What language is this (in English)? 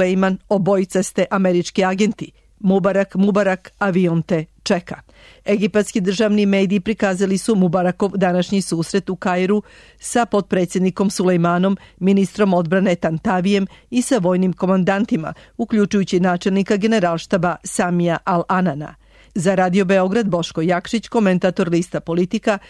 Serbian